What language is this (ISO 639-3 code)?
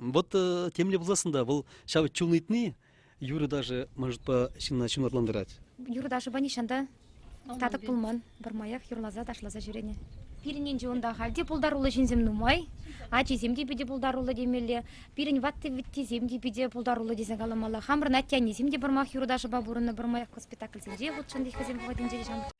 chv